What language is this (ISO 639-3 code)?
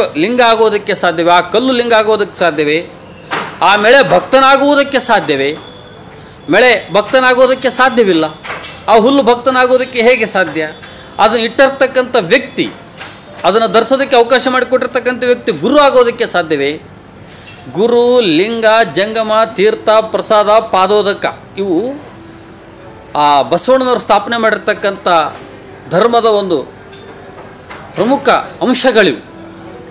kan